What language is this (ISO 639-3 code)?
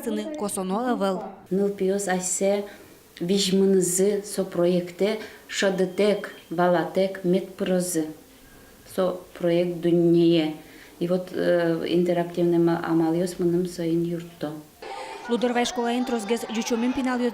udm